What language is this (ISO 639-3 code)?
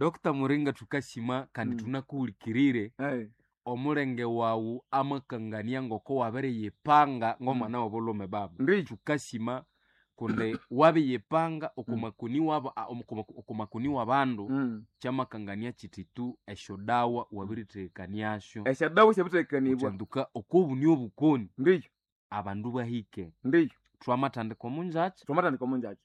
nnb